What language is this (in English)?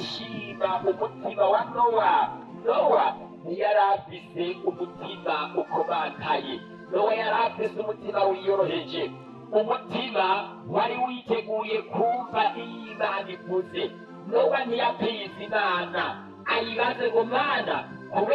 Rundi